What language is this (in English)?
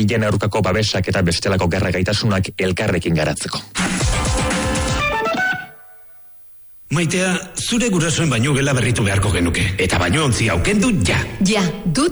Basque